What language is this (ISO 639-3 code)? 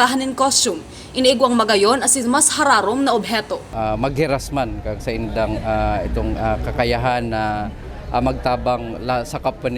bik